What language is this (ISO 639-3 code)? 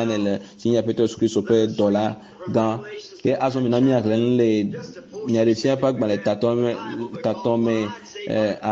ewe